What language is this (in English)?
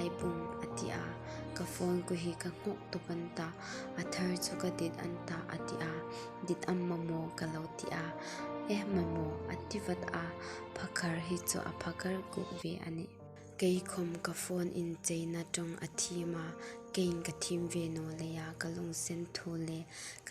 Hmar